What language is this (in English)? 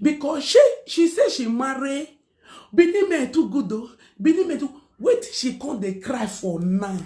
Nigerian Pidgin